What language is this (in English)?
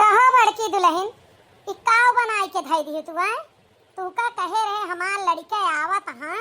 Awadhi